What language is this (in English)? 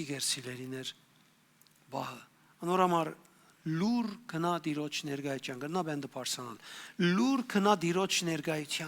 Western Armenian